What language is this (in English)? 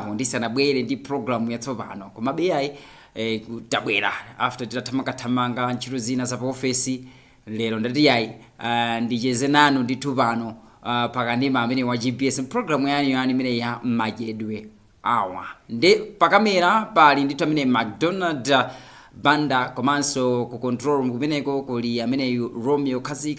Nyanja